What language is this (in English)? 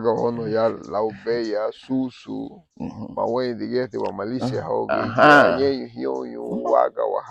Garifuna